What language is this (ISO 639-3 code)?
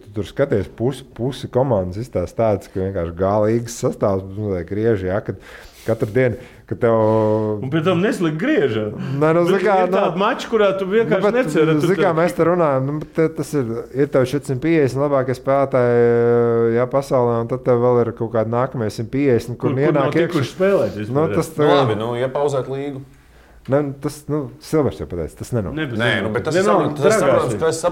lav